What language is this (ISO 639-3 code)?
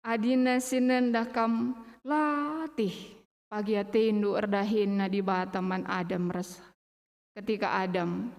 btx